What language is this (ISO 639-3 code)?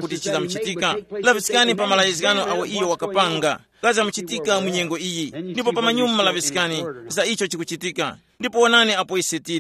tum